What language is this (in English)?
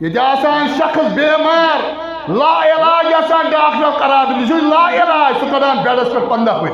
Kashmiri